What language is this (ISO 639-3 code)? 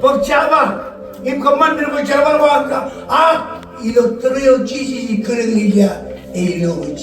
mah